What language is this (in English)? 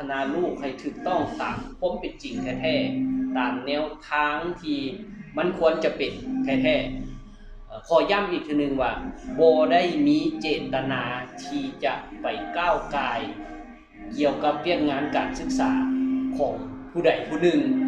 Lao